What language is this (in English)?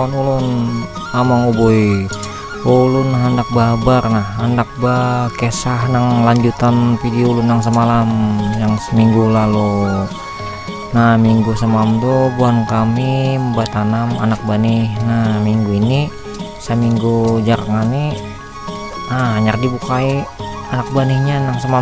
Banjar